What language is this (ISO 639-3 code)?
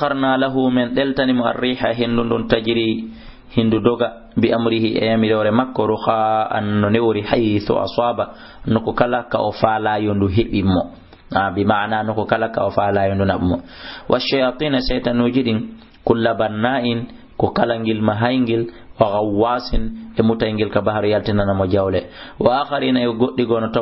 ful